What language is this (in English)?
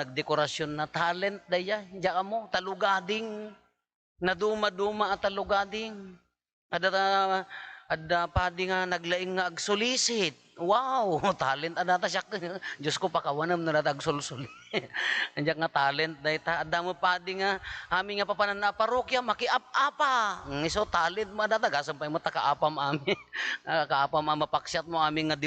Iloko